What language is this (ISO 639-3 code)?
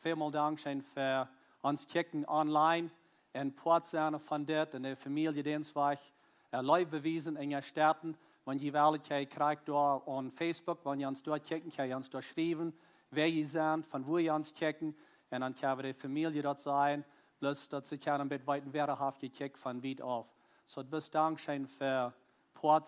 pdt